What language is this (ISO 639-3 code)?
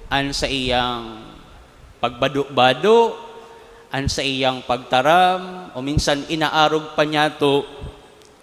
bik